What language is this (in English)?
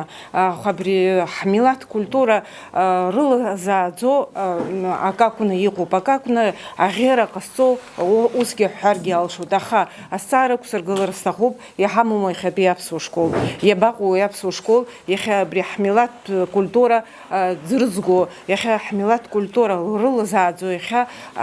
Abkhazian